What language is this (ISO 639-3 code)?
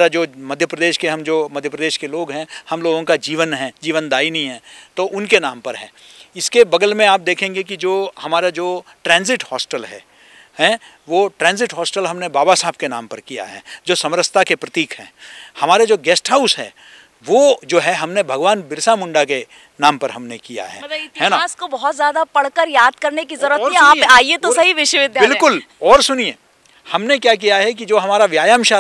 hin